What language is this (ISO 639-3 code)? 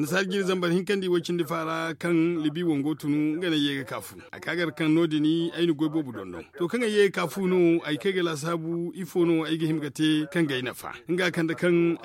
dje